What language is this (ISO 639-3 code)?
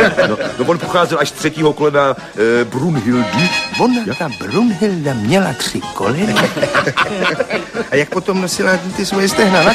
ces